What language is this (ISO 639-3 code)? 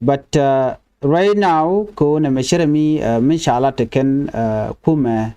nus